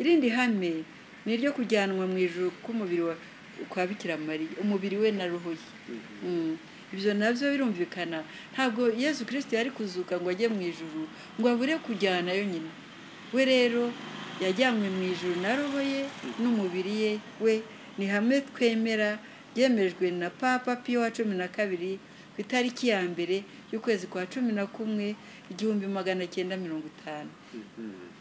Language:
Kinyarwanda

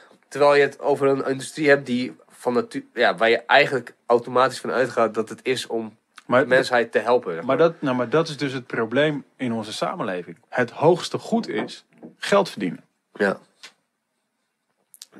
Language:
Dutch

